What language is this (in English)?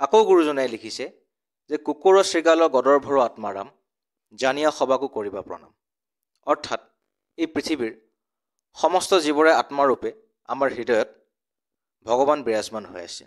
Assamese